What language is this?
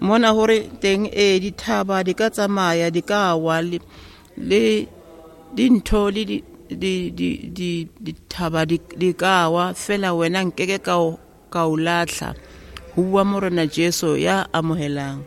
Southern Sotho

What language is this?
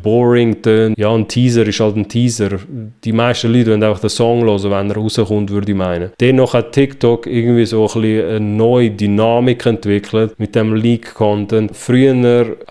Swiss German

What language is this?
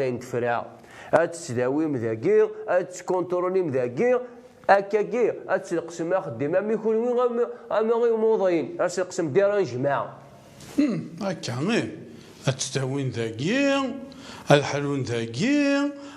Kabyle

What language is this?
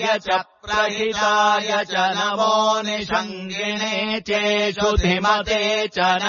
Sanskrit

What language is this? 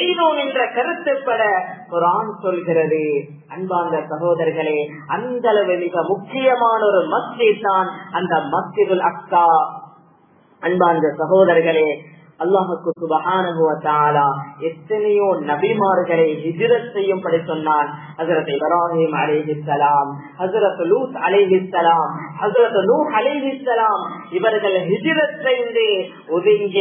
Tamil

